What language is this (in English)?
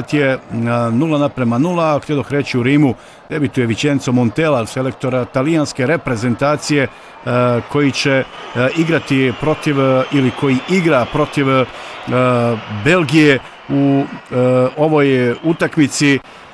Croatian